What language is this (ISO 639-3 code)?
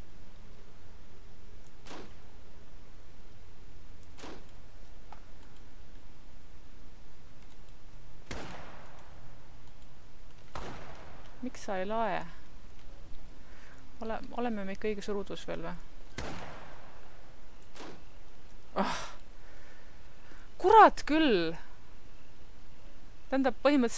est